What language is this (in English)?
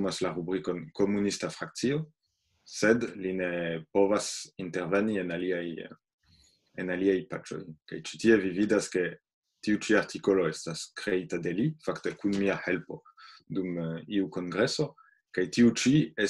Esperanto